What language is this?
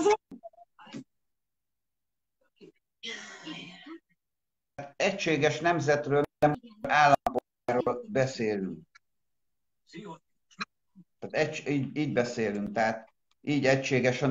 Hungarian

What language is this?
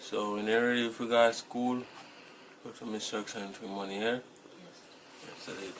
Jamaican Creole English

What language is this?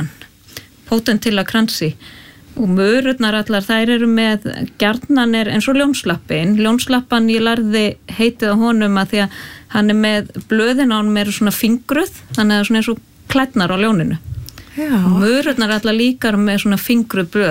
Icelandic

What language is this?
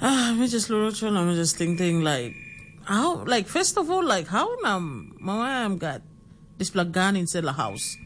Tok Pisin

